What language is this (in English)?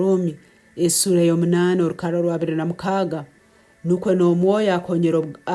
Nyankole